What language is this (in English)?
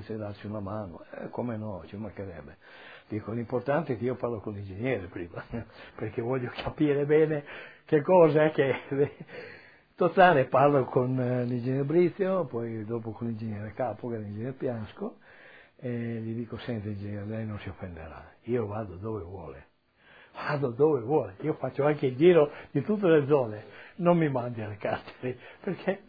Italian